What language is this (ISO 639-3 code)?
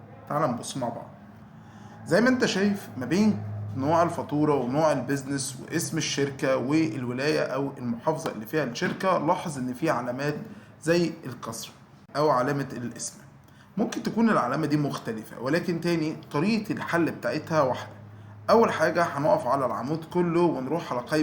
arz